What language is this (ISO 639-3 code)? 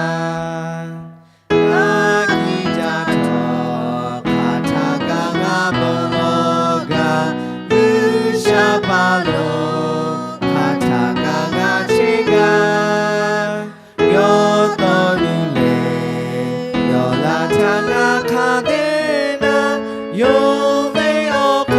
lhu